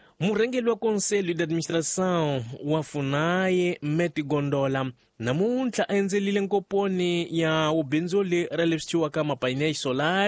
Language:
Tsonga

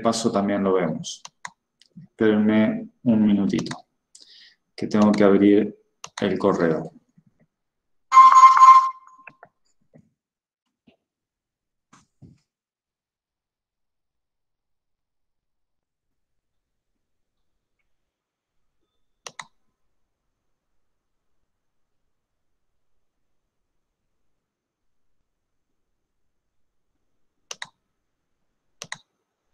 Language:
Spanish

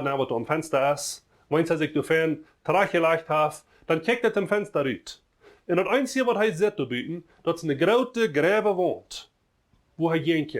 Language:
Plautdietsch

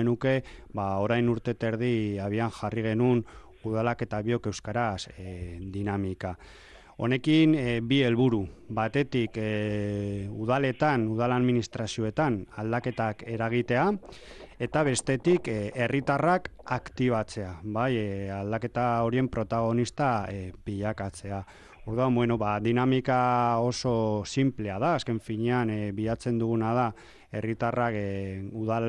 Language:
Basque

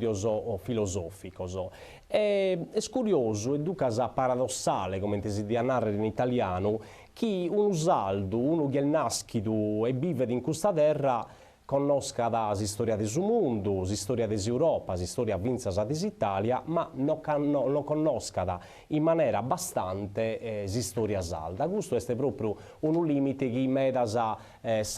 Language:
Sardinian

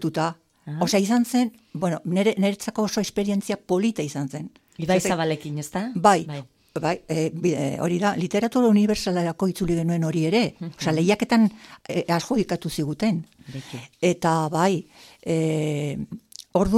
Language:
Basque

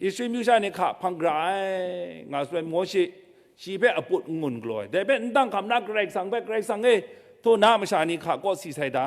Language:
Kachin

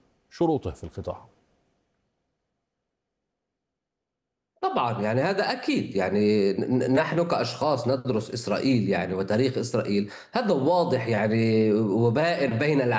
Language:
Arabic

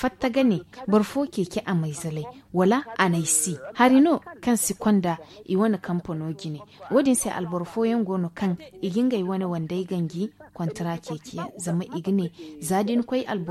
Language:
Zarma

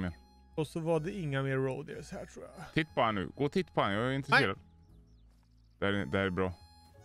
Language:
Swedish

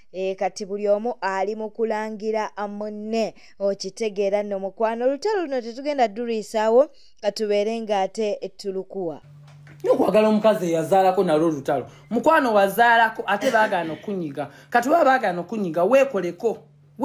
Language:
Ganda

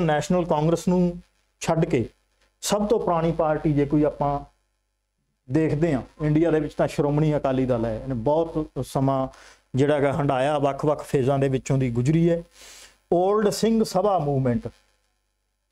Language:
Punjabi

